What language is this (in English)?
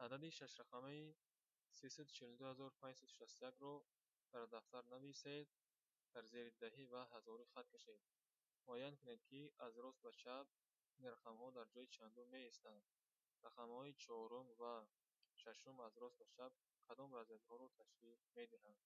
Tajik